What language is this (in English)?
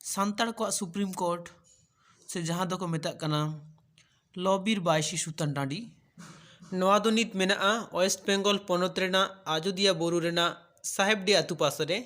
Santali